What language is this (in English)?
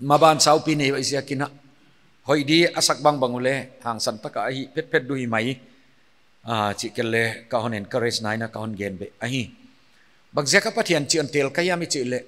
Paite Chin